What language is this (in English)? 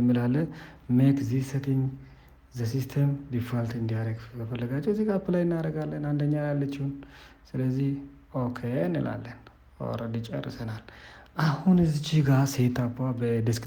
Amharic